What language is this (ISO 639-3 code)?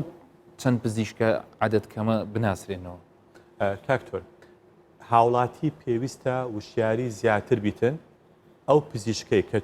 ckb